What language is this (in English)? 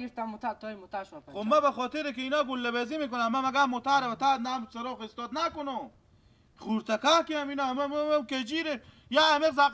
Persian